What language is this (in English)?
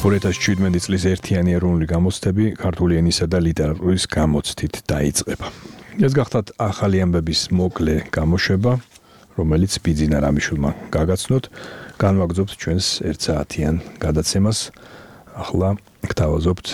Georgian